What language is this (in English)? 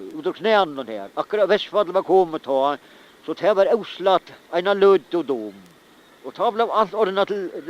Faroese